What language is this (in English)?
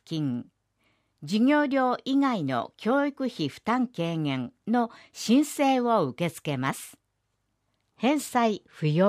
Japanese